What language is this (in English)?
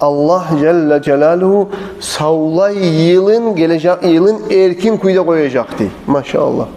Kumyk